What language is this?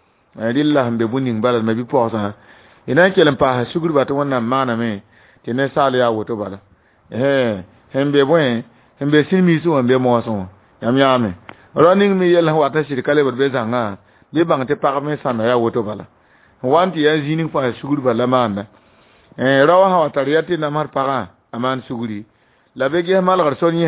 Mossi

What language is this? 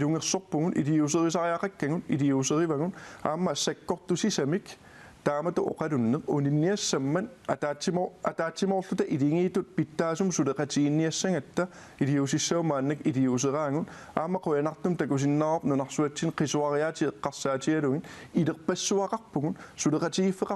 Kalaallisut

